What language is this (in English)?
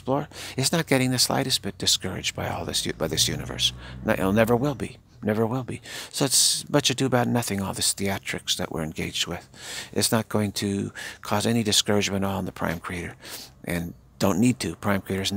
English